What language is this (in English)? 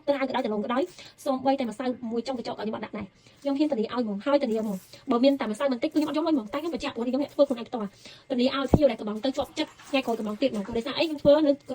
Khmer